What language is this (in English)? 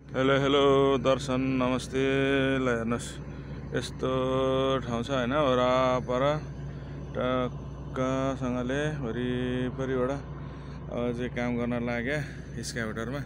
Nepali